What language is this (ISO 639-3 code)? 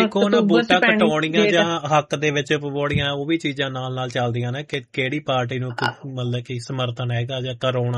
pan